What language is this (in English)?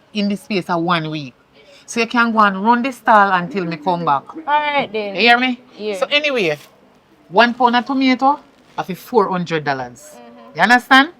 Jamaican Creole English